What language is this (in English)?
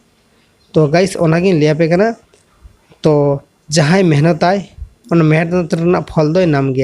Santali